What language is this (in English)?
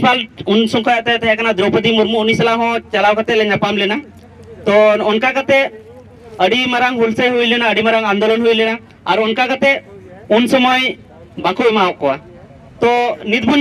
Santali